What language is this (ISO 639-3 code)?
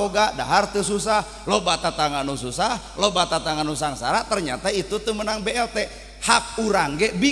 sun